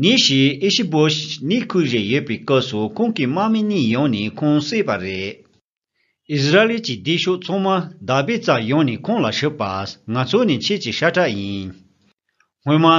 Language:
Latvian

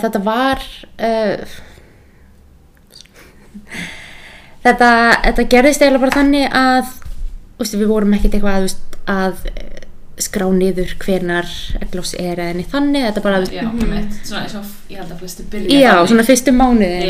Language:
Icelandic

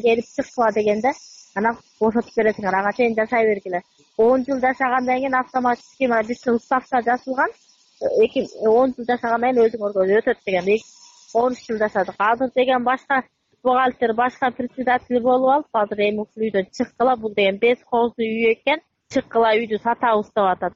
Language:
Kyrgyz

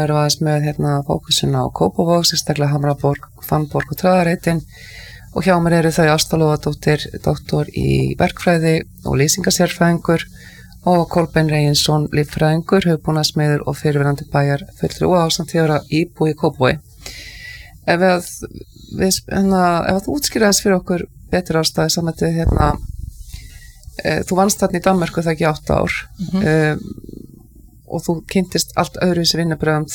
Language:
Icelandic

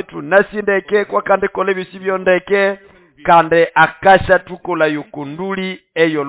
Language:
Nande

